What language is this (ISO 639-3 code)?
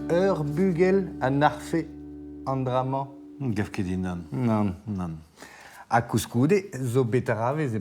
bre